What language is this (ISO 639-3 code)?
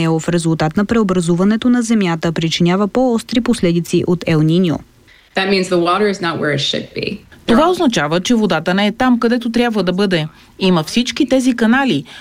bul